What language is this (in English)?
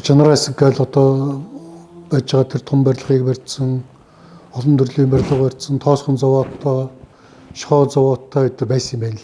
Mongolian